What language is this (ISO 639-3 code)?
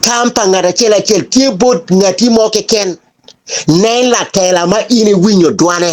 ach